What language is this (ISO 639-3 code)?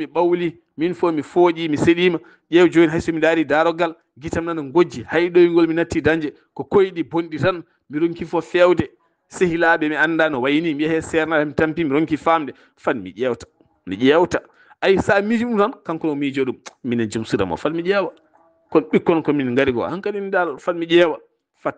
ful